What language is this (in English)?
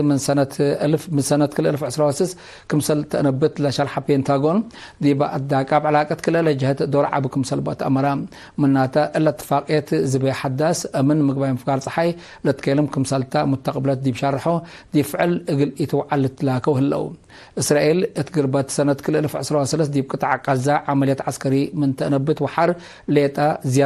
Tigre